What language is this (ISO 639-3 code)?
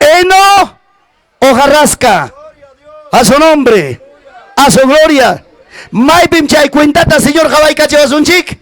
quy